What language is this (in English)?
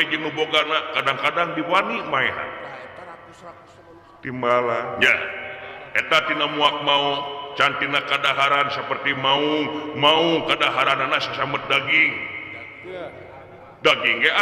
Sundanese